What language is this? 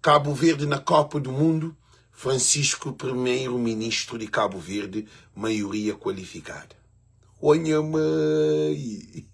Kabuverdianu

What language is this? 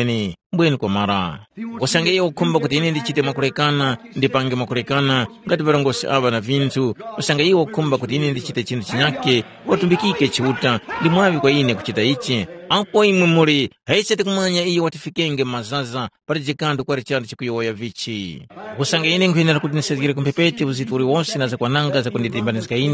Tumbuka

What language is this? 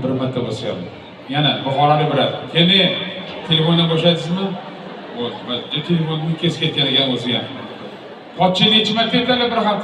Uzbek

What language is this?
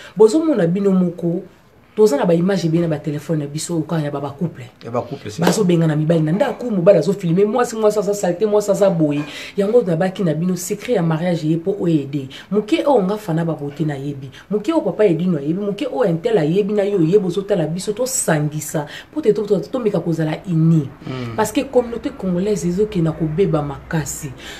Lingala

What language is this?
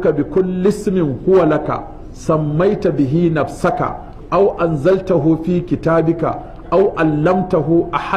Hausa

